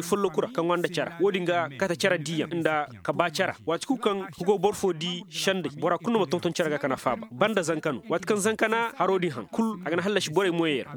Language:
Koyraboro Senni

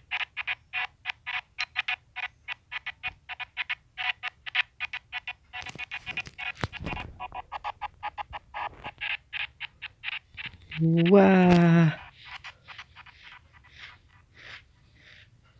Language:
Indonesian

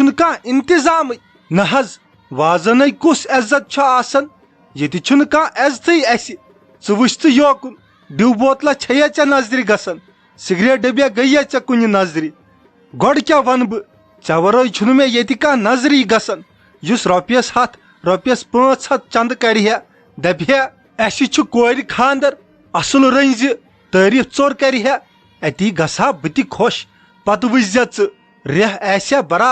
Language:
Kashmiri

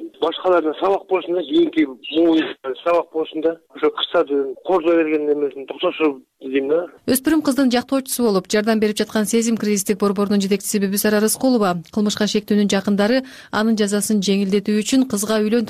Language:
Kyrgyz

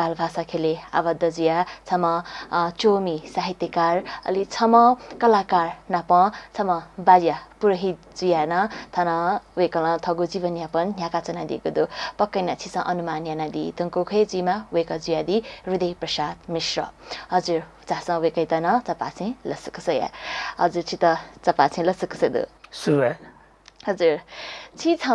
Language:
Newari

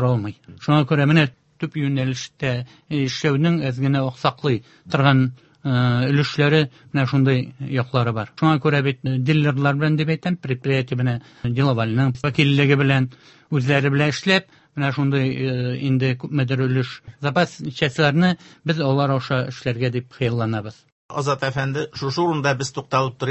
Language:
Tatar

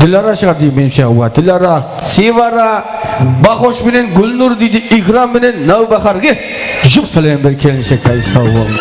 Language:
Kara-Kalpak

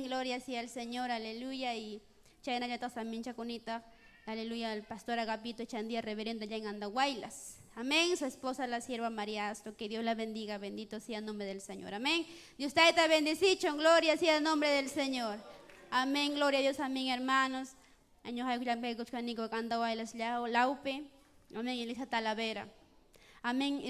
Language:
Ayacucho Quechua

